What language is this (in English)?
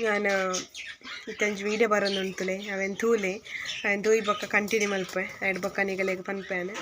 Tulu